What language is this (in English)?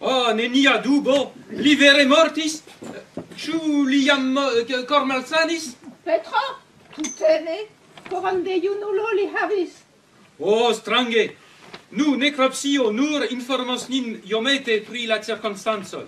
Esperanto